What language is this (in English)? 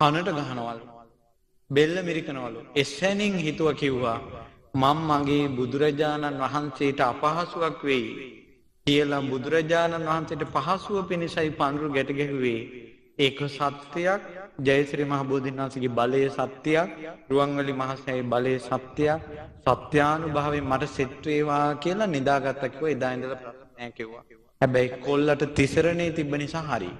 Sinhala